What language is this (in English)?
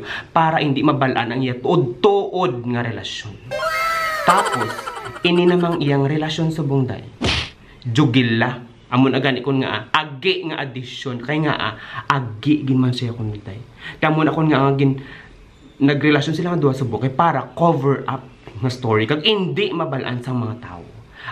Hiligaynon